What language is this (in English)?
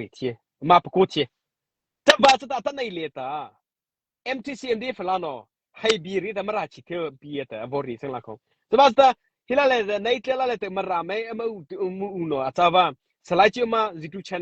Mara Chin